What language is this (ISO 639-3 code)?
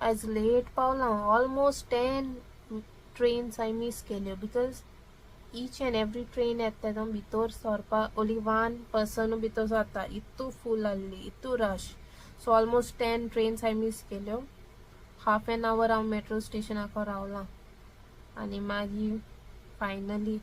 kok